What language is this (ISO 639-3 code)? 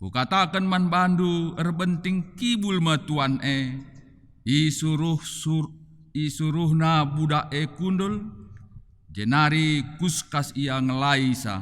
btx